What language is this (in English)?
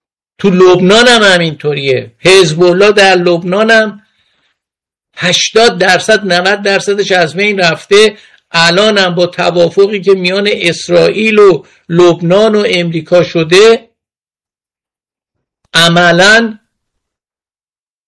Persian